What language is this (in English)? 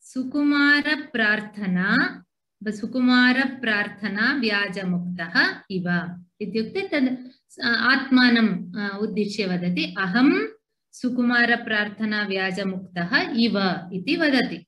Sanskrit